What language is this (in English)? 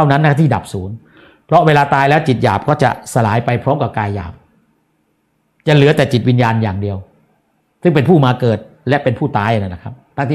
Thai